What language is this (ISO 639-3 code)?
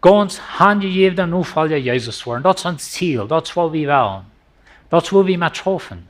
pdt